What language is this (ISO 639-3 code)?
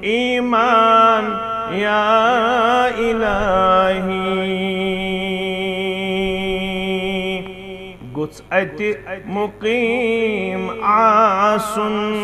kas